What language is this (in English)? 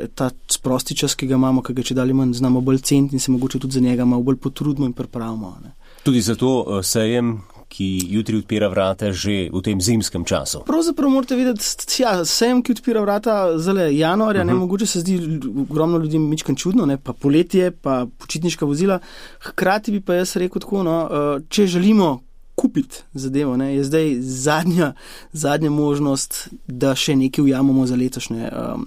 Slovenian